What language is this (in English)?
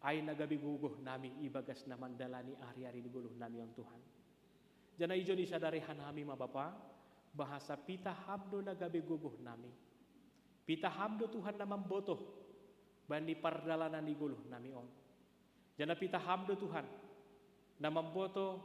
Batak Simalungun